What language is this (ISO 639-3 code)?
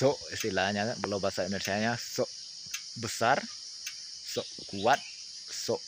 min